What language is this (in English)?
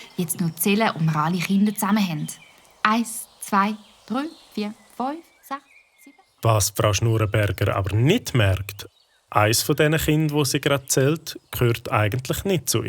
Swiss German